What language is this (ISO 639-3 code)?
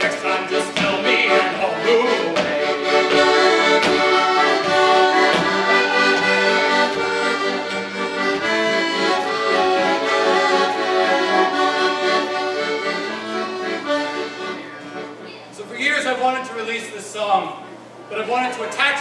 eng